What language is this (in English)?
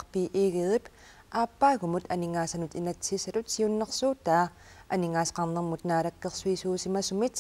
Kalaallisut